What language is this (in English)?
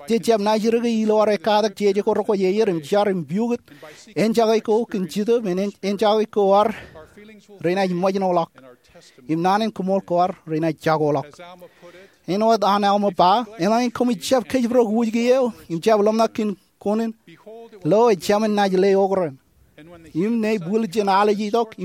Marshallese